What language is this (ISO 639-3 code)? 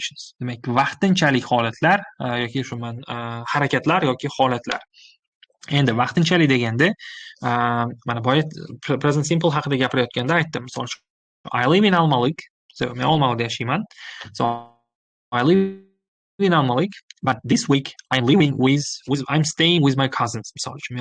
uzb